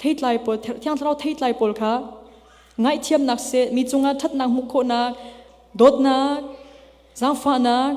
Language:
Hakha Chin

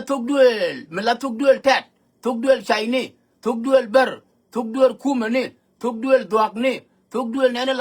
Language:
Nuer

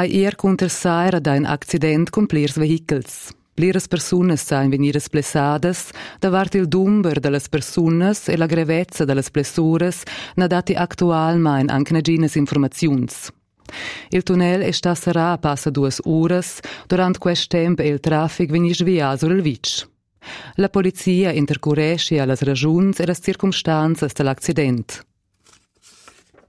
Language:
Romansh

